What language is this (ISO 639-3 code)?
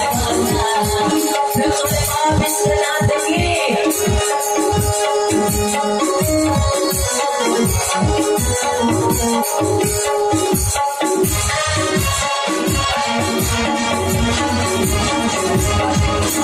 bho